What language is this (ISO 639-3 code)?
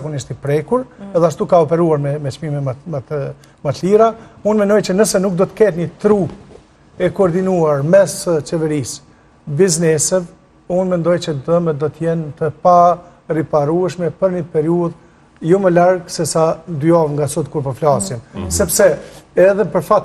sqi